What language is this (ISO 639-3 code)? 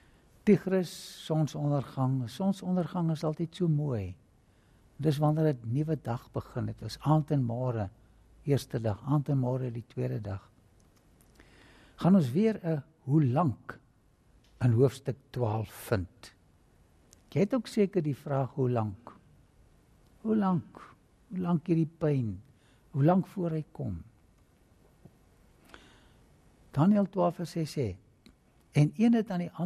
afr